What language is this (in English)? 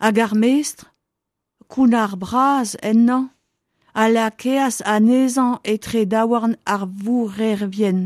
Breton